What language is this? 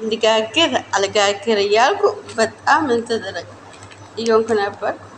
Amharic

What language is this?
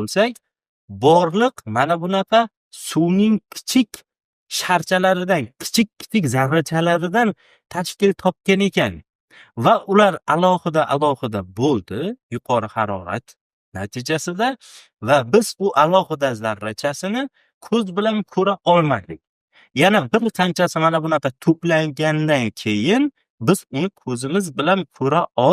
Uzbek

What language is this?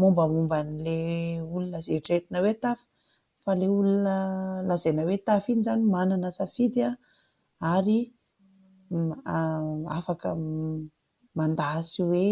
Malagasy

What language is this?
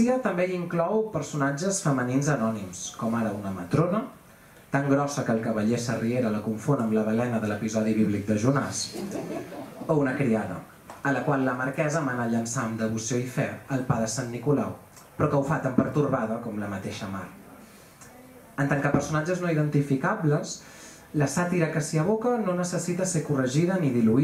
Catalan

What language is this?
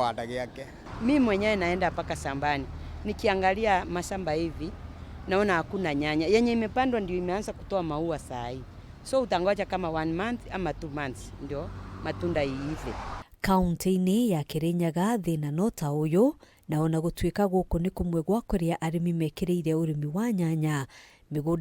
Kikuyu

